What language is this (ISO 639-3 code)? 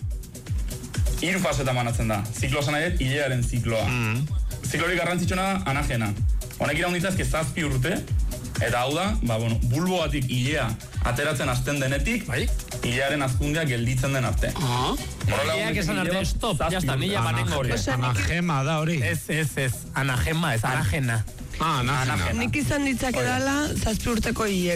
eus